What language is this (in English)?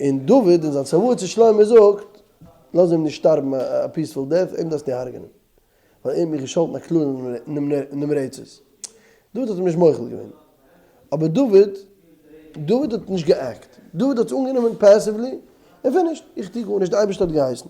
Yiddish